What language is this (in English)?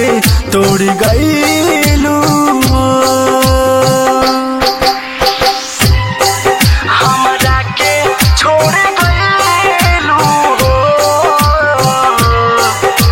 Bhojpuri